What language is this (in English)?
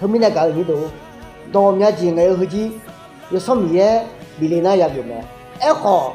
Akha